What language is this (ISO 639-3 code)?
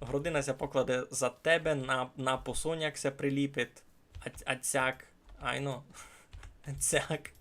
rue